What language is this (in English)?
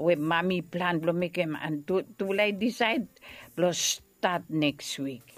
Bislama